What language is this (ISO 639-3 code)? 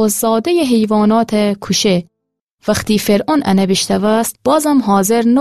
glk